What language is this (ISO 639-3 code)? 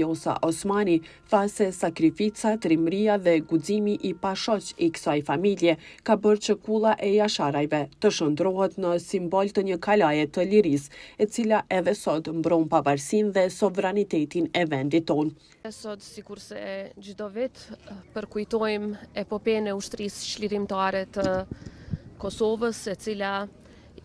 sqi